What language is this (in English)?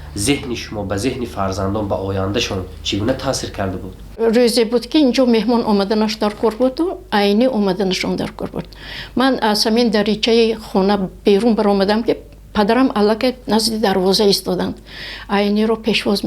Tajik